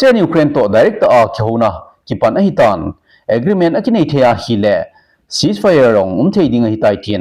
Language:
Thado Chin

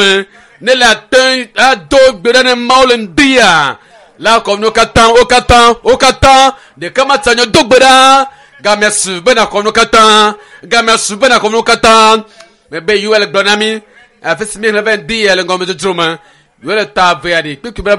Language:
Ewe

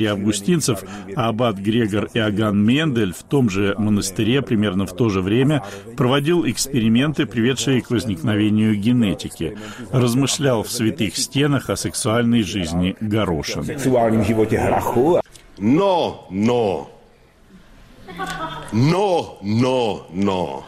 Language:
Russian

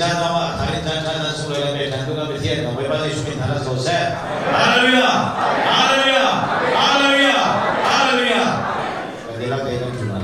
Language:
Hakha Chin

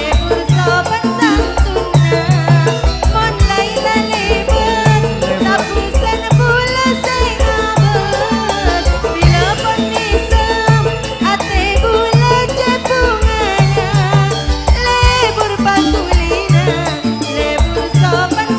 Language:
Madurese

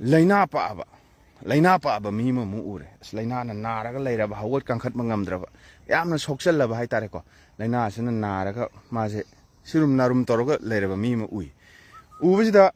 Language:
Manipuri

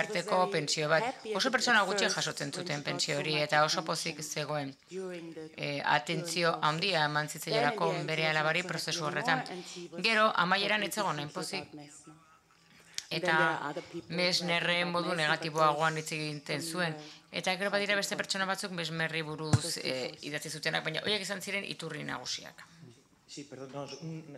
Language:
Basque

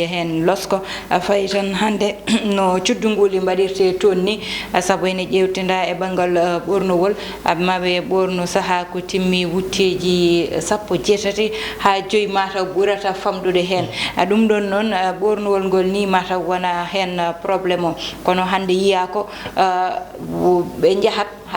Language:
Fula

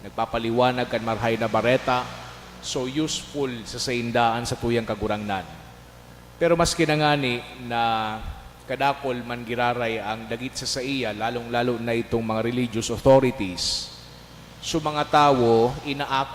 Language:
Bikol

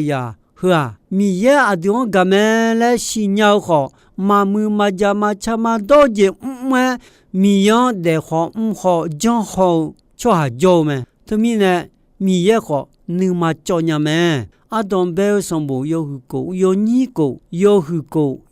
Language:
Akha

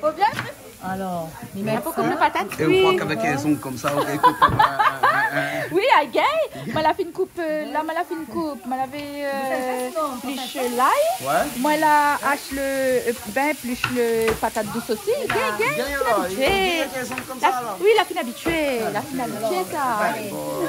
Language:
Réunion Creole French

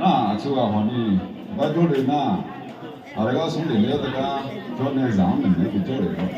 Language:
Akha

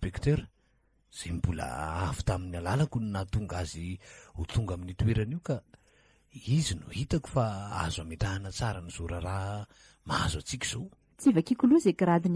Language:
Malagasy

